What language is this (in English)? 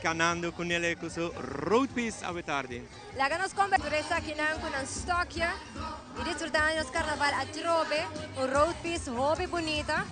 Papiamento